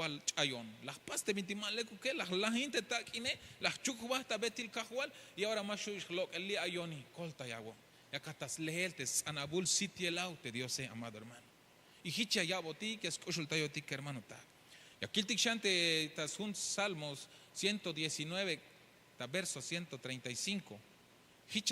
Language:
Tzeltal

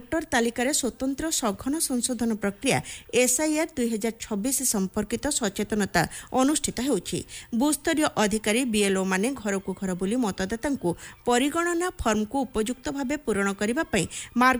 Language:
Odia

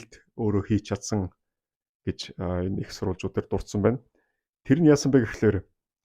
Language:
Mongolian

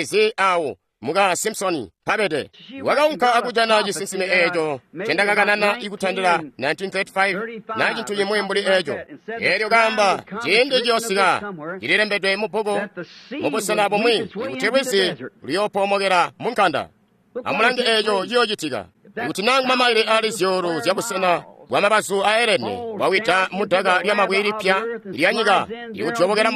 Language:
Tonga (Zambia)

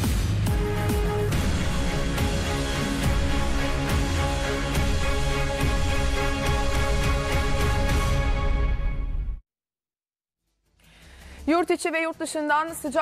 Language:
Turkish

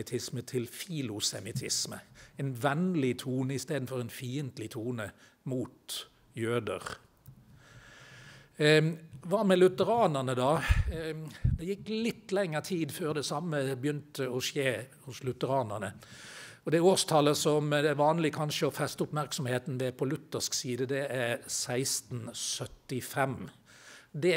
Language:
Norwegian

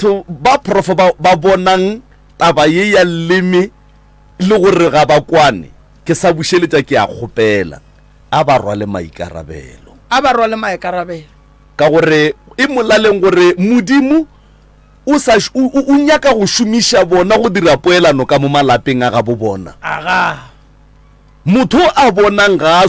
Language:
Northern Sotho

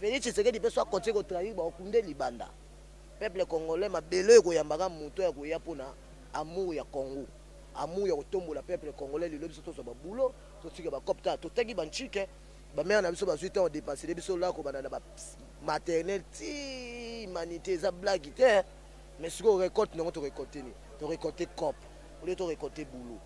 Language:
Lingala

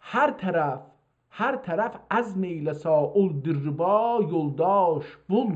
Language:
South Azerbaijani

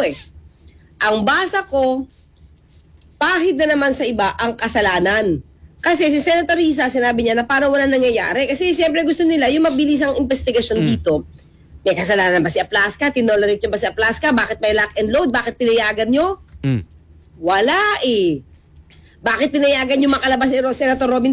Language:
Filipino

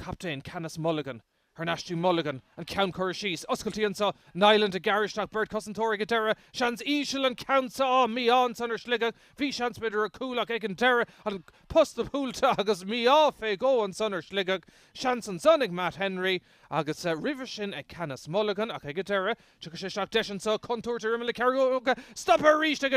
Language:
Irish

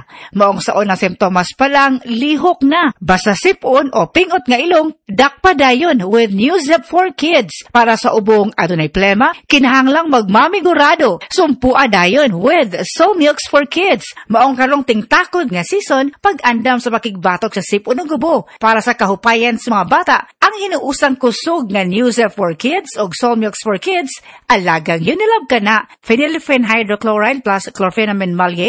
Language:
Cebuano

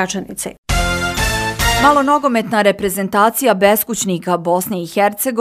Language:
Bosnian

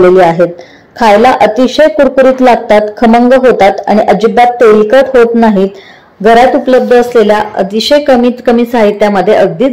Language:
Marathi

